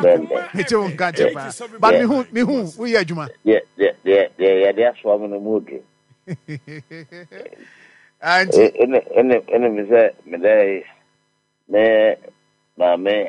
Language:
Akan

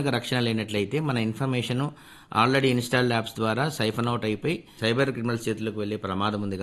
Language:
Telugu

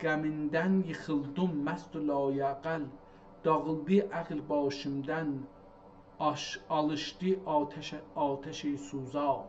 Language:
South Azerbaijani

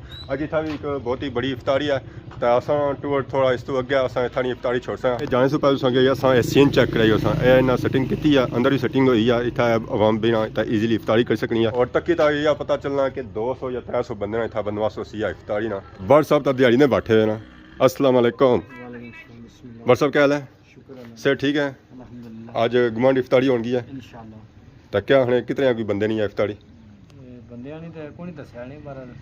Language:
Pahari-Potwari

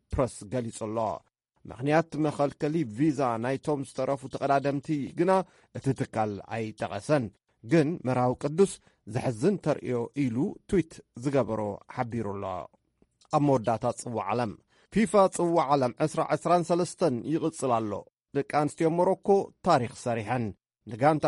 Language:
Tigrinya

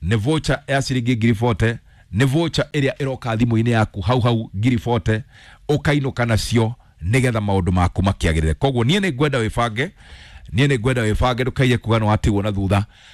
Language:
Kikuyu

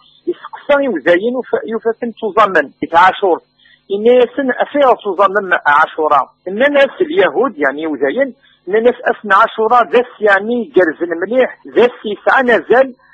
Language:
Kabyle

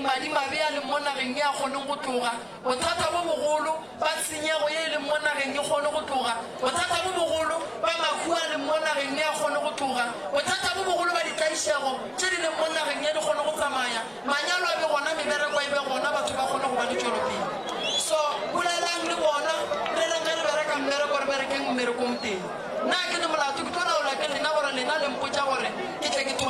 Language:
Northern Sotho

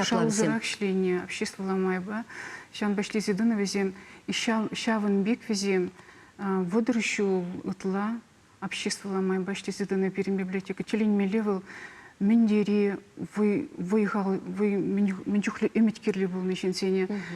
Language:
Chuvash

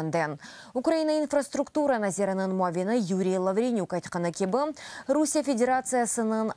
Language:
Crimean Tatar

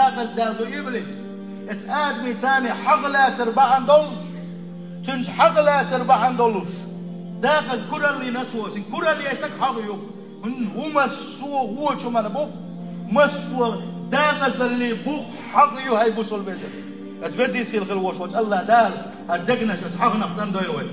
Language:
Chechen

